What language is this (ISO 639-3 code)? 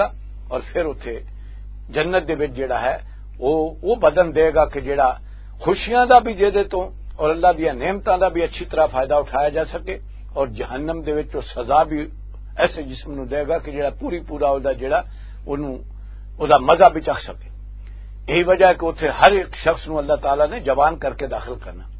lah